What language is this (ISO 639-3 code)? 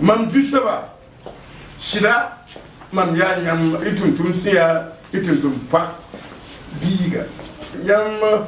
mos